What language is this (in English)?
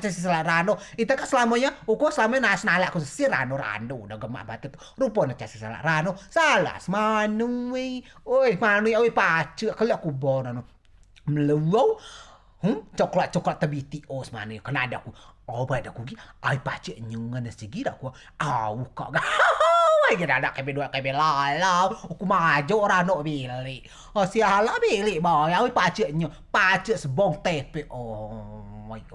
Rejang